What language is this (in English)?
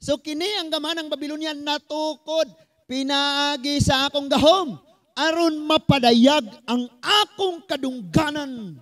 Cebuano